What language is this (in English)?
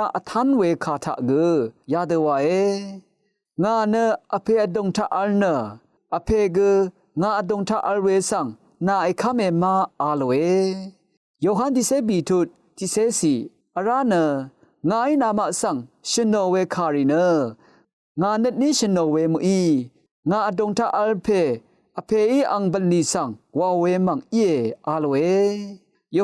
Rawang